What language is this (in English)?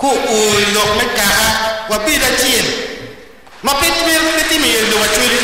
Acoli